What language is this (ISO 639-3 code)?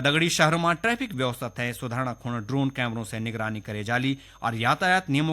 gbm